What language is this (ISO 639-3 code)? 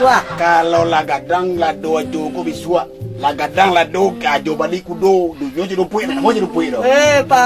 min